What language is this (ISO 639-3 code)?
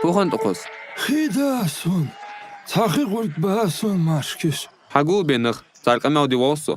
inh